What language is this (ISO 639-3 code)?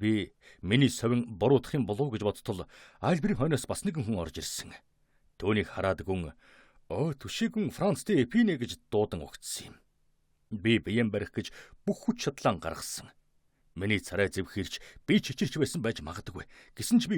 mon